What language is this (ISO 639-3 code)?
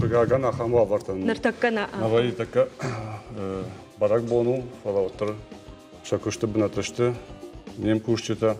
oss